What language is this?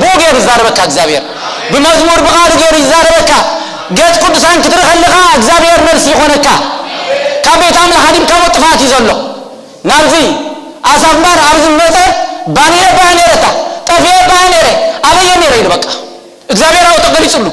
Tigrinya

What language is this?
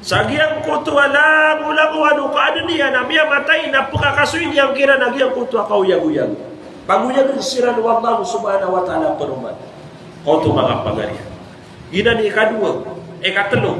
Maranao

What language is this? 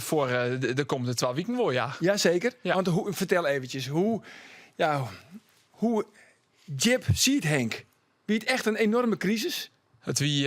Western Frisian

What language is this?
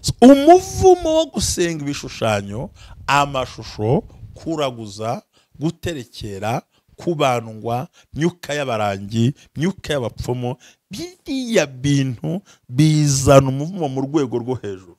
Kinyarwanda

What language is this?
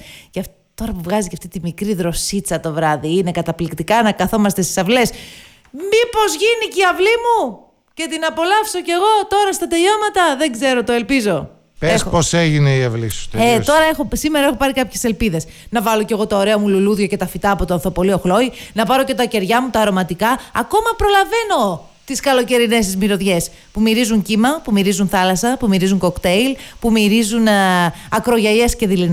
Greek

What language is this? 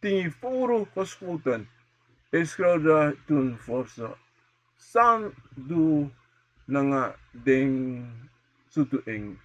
Sranan Tongo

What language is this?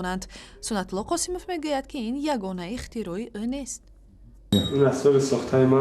Tajik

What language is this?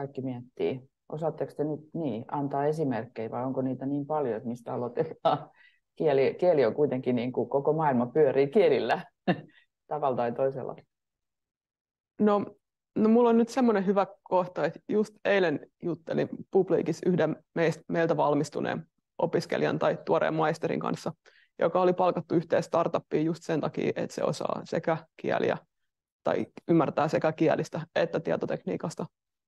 Finnish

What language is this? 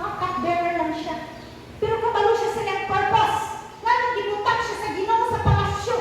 Cebuano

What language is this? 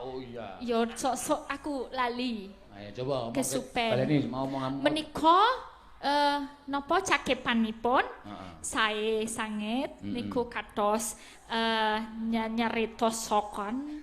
Javanese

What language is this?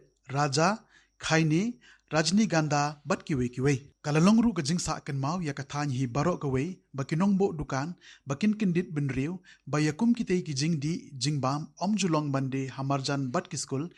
Khasi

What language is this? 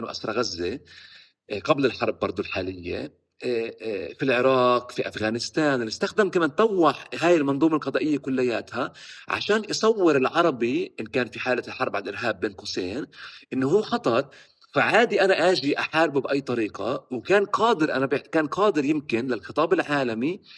North Levantine Arabic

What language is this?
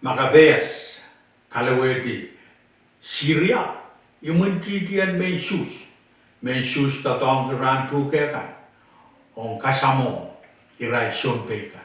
Pohnpeian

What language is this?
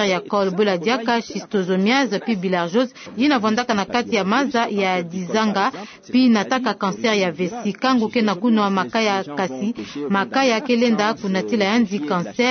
Kituba (Democratic Republic of Congo)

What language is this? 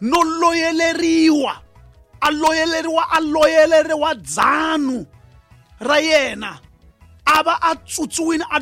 Tsonga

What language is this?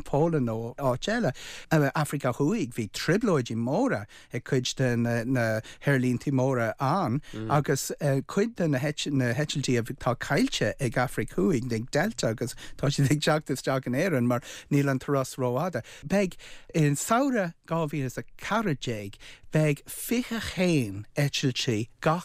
Irish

